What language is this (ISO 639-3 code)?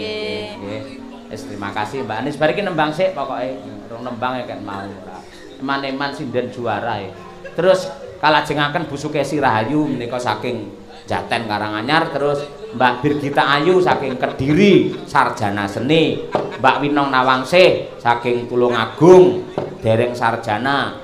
jav